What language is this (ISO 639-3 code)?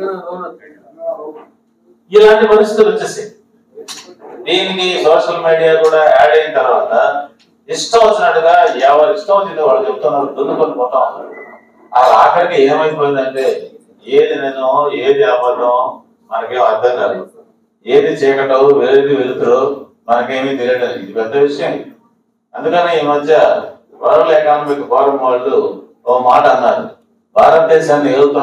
tel